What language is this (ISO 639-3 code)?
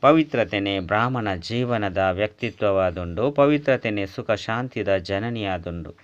tcy